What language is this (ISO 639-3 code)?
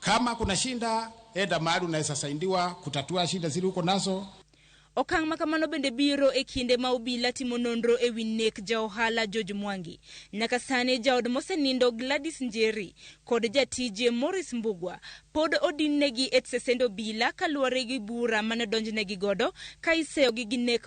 luo